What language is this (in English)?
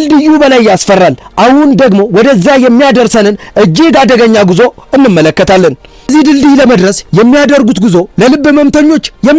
Amharic